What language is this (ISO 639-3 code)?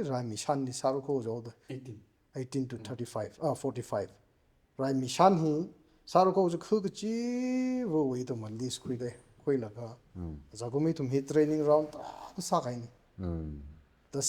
nmf